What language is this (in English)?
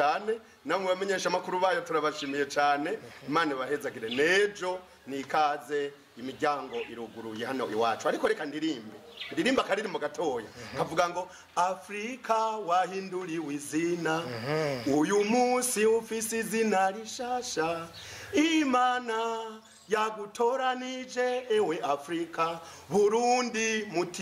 Rundi